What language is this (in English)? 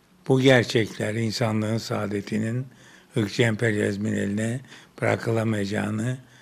Turkish